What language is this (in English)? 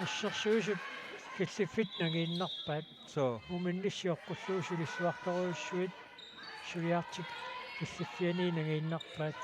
Kalaallisut